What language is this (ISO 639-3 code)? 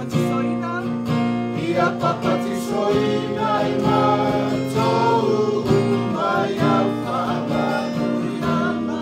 smo